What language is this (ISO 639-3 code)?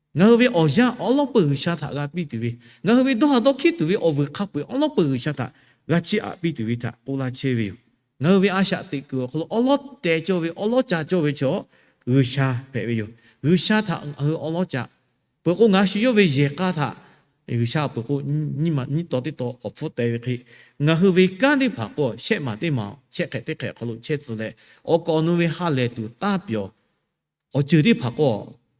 lhu